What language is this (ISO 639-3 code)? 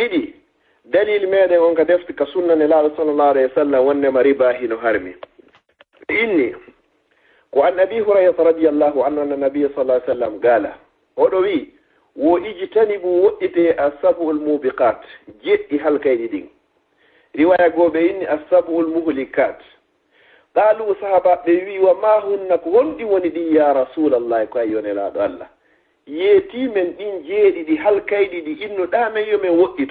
ful